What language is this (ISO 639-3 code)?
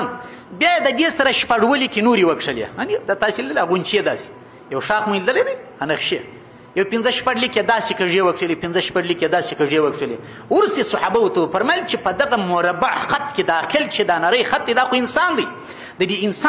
pus